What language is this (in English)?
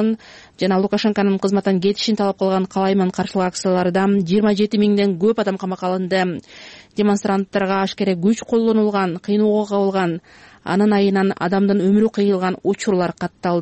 Kyrgyz